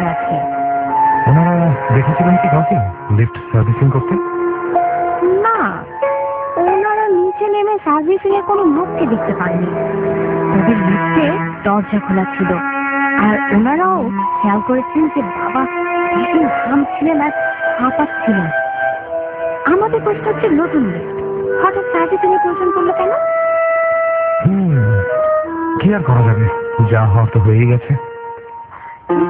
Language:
Bangla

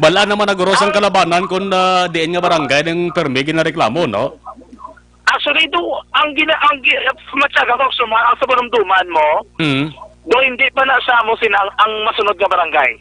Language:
Hiligaynon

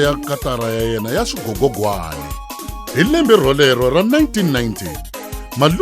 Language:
Tsonga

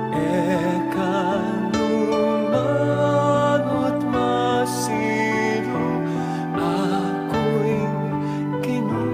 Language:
Pampanga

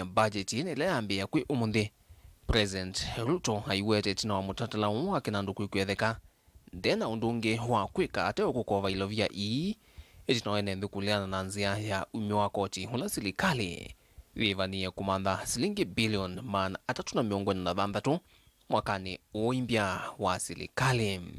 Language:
Kamba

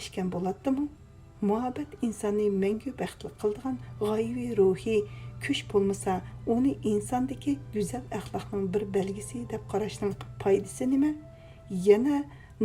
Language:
Uyghur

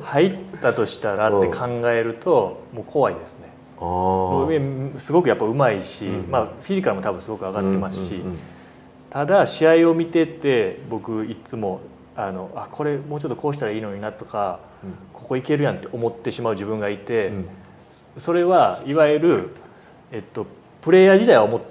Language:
Japanese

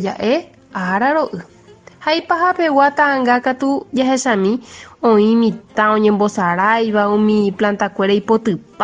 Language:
Guarani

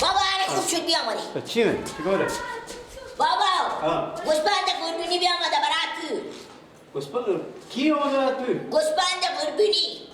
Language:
Persian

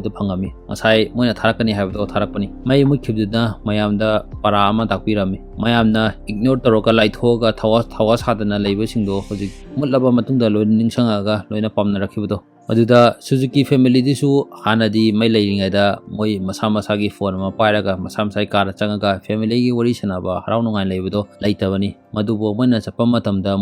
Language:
Manipuri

